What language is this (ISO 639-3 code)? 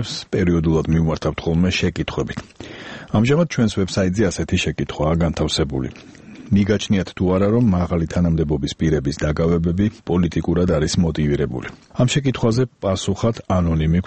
kat